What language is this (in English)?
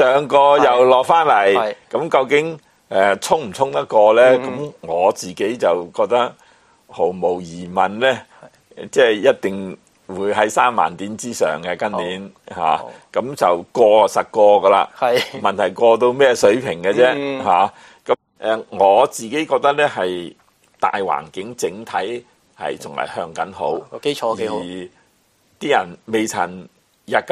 Cantonese